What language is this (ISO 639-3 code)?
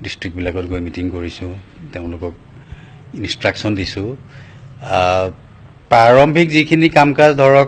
asm